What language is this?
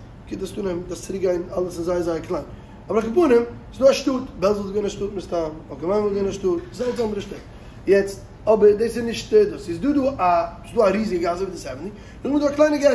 Yiddish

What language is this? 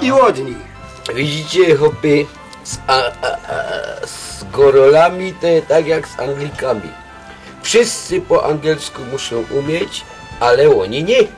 Silesian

